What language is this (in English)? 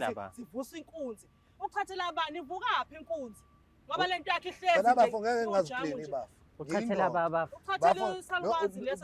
Zulu